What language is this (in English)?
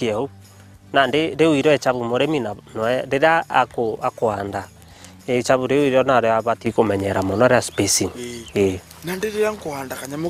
Meru